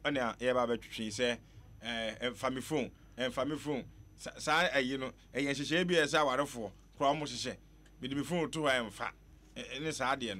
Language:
Akan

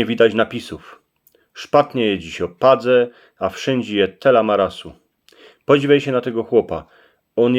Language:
Silesian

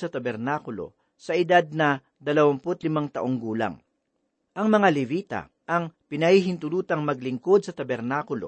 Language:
Filipino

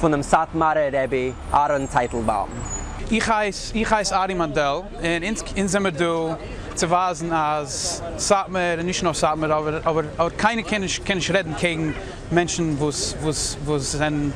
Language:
Yiddish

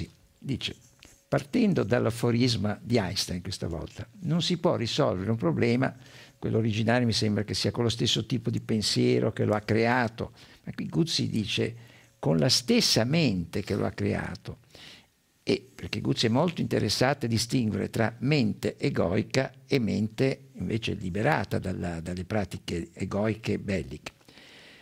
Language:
Italian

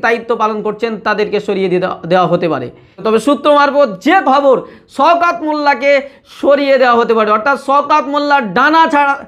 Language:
Bangla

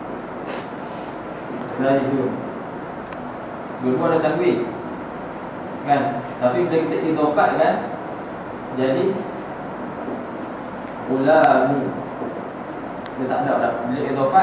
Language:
Malay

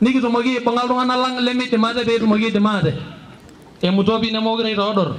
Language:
Masai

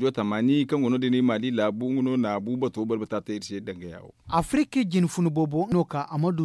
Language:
Zarma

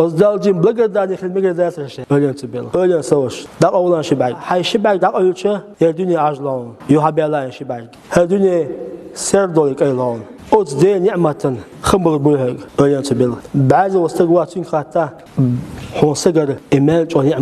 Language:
Chechen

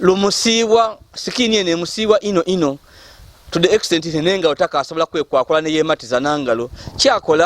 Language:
Ganda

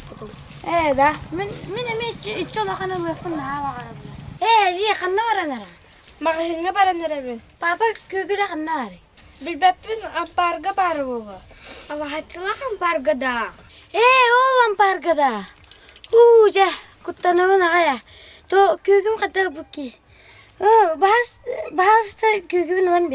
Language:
Yakut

